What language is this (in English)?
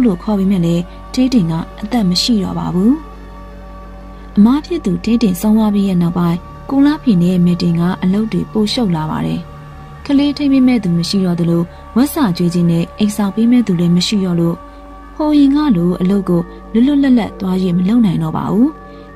Burmese